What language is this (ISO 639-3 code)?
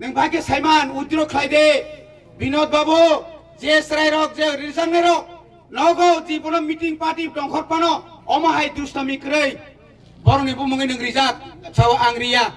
trp